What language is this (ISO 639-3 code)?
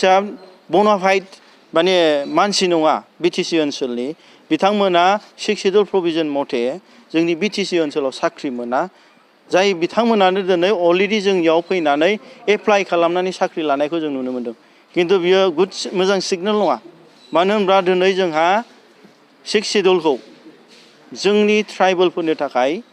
brx